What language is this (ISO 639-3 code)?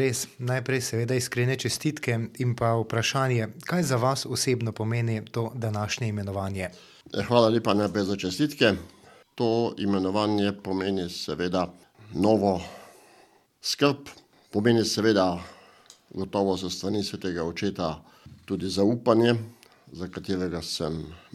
slv